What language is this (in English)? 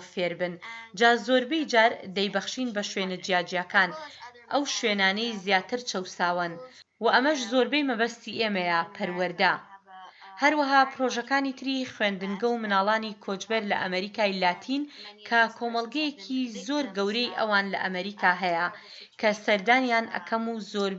Central Kurdish